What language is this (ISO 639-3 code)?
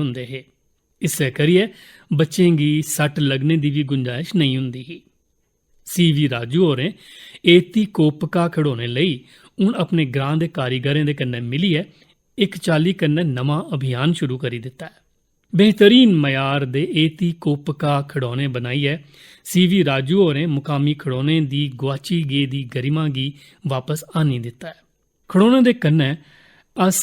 doi